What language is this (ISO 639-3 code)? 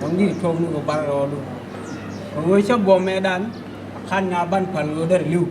nus